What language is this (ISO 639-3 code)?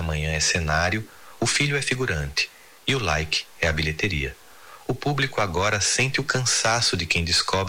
por